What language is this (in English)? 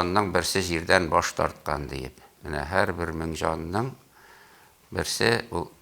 Tatar